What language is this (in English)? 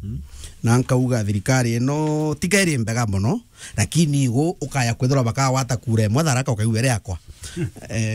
Meru